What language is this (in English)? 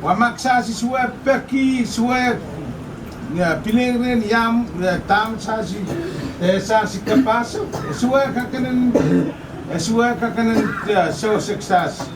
Pohnpeian